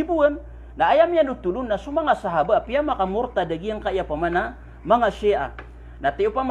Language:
Maranao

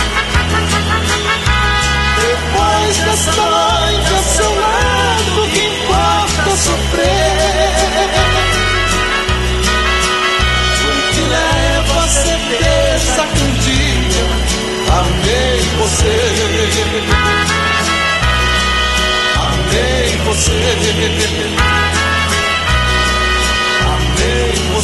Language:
Portuguese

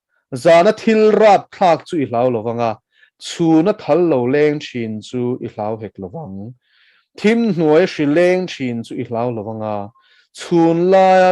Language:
Mizo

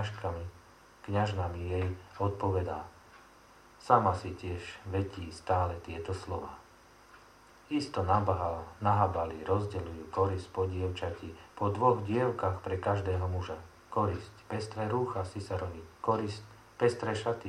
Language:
Slovak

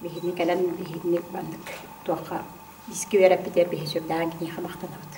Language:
Yakut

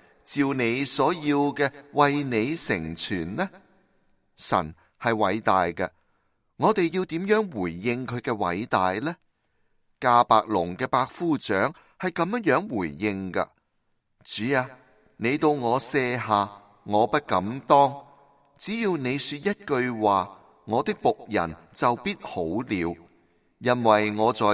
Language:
Cantonese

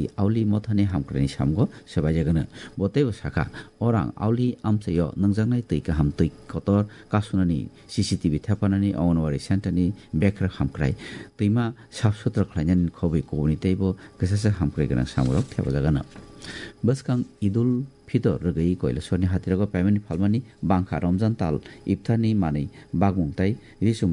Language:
Kok Borok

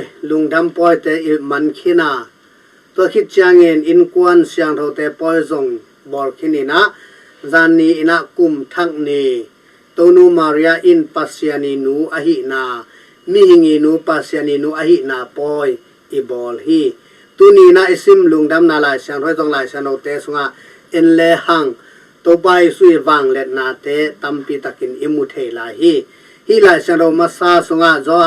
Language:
Tedim Chin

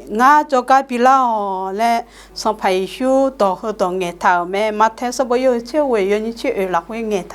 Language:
Akha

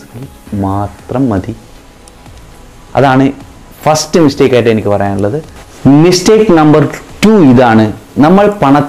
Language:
Malayalam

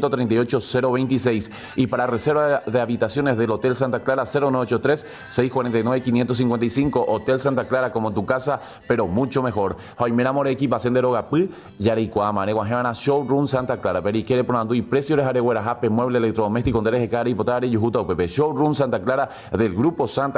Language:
Guarani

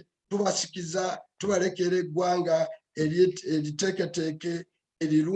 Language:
Ganda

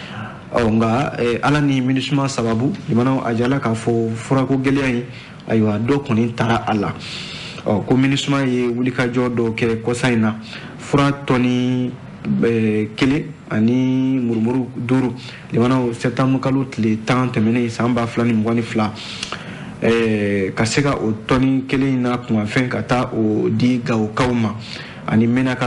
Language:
Bambara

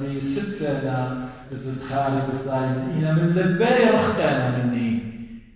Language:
Assyrian Neo-Aramaic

